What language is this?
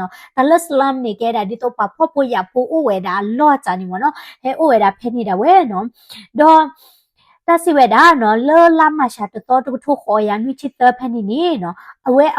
S'gaw Karen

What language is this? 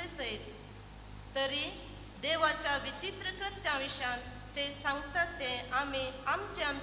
Konkani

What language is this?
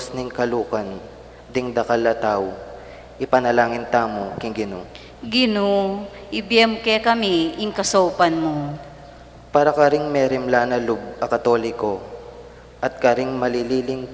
Pampanga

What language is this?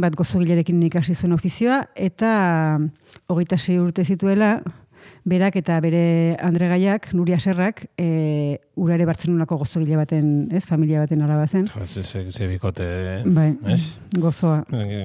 Basque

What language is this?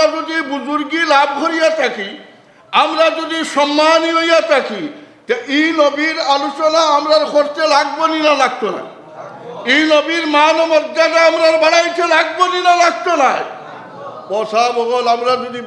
Sylheti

